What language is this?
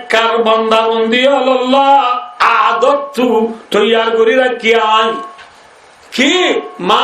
Rohingya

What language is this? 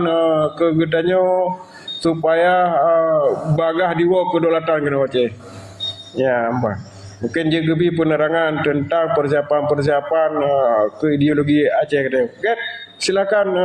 Achinese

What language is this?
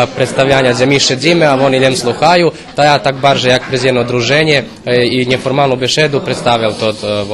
Rusyn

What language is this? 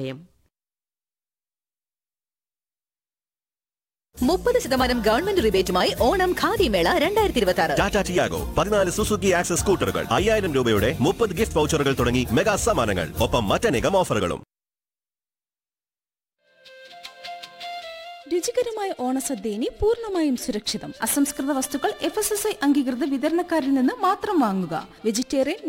Malayalam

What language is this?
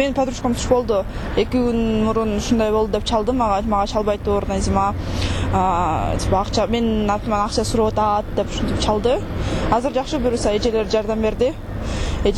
Kyrgyz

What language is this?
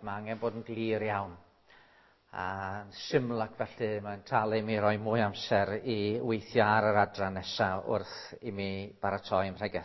Welsh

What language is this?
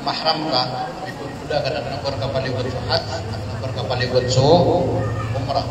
Maranao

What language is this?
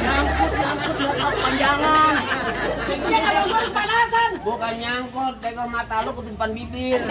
Betawi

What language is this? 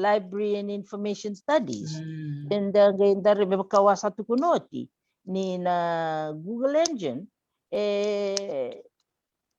Fijian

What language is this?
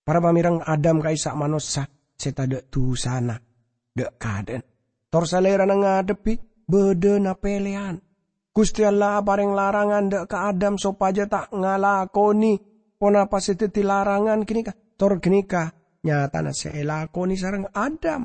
Madurese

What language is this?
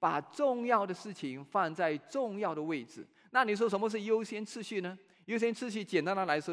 Chinese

